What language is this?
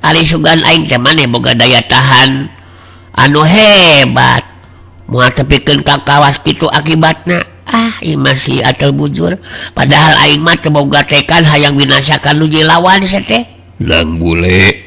Sundanese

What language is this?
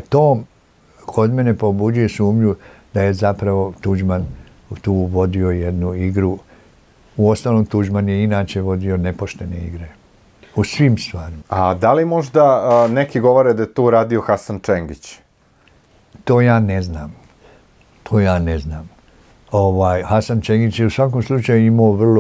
Croatian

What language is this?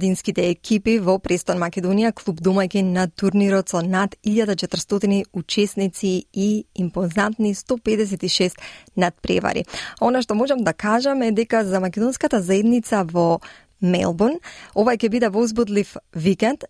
Macedonian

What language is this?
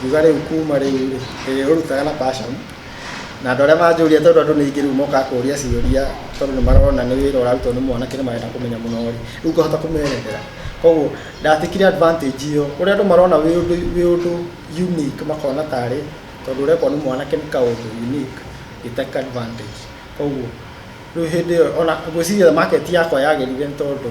Kikuyu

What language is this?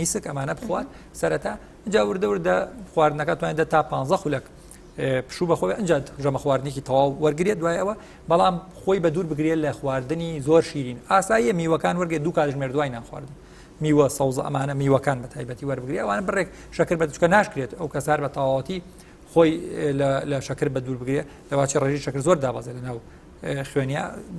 Central Kurdish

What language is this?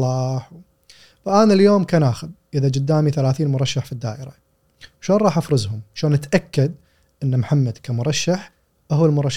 Gulf Arabic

